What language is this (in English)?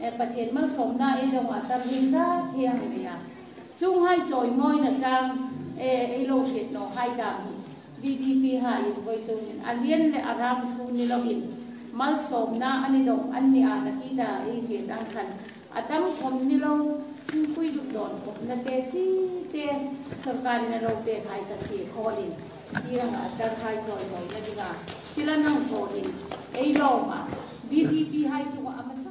Hmar